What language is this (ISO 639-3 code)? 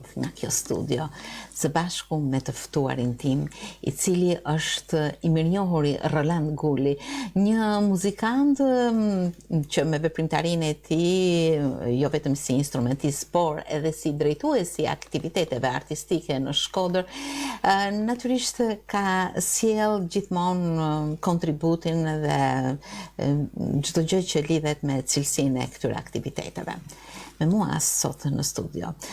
sqi